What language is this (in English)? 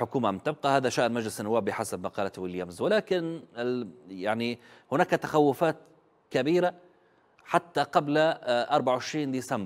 Arabic